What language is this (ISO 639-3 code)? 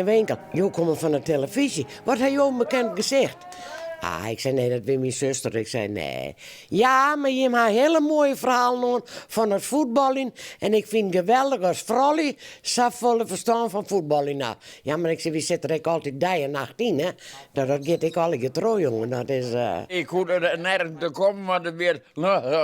fry